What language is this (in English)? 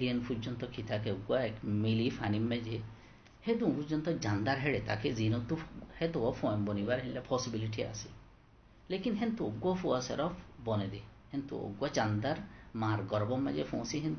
Rohingya